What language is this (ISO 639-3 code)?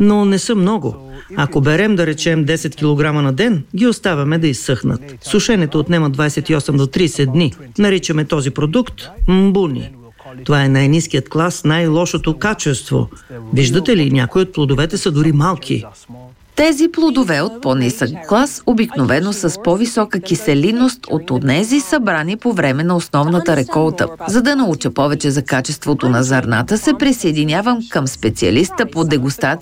bul